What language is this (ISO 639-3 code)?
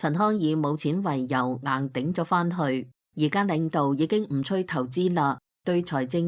yue